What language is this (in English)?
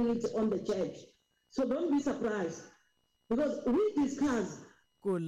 Tsonga